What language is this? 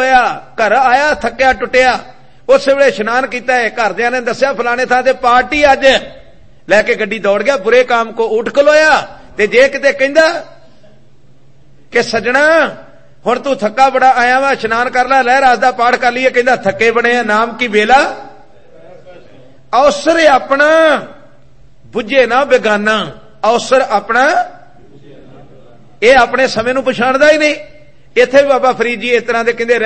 Punjabi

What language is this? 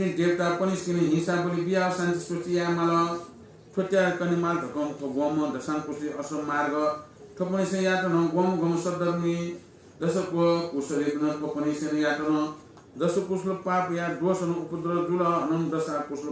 Newari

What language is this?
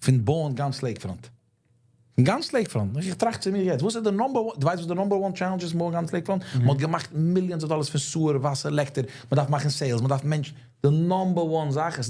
Yiddish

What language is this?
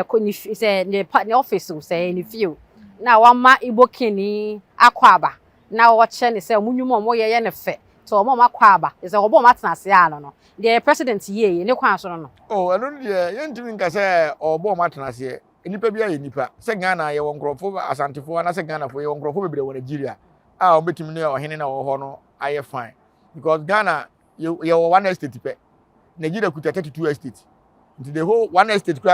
Akan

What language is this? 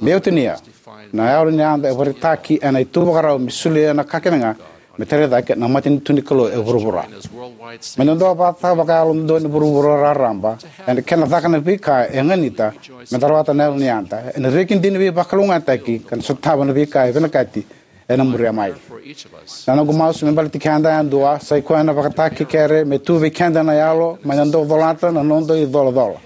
Fijian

